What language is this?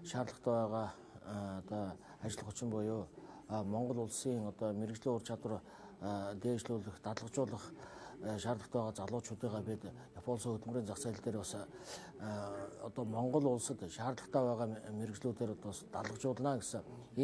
Mongolian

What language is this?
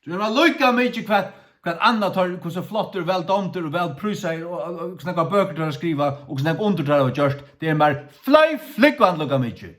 Faroese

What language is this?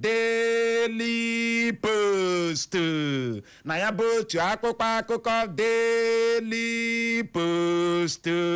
Igbo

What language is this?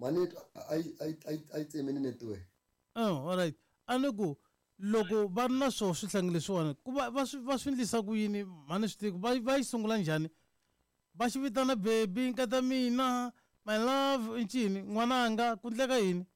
Tsonga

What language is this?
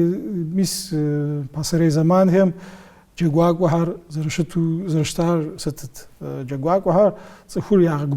Kabardian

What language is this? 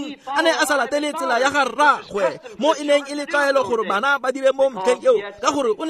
Tswana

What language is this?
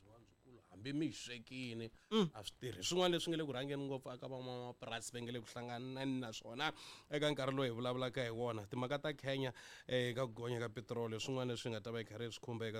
Tsonga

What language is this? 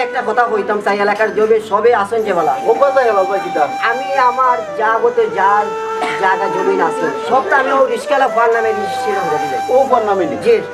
Sylheti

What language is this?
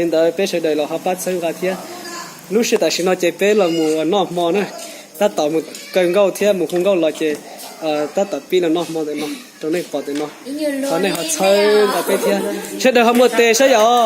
Hmong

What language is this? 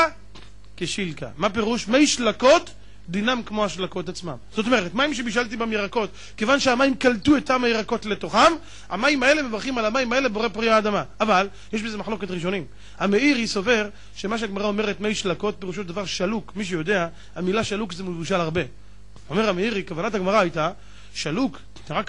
Hebrew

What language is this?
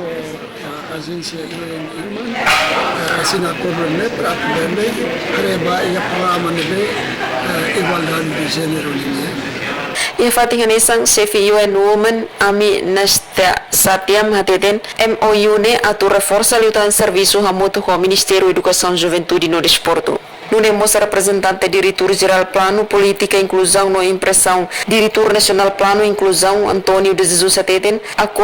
Tetum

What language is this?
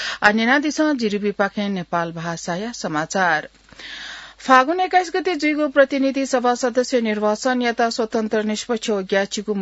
Newari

